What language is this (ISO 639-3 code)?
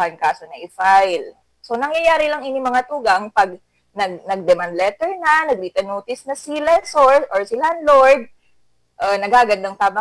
bik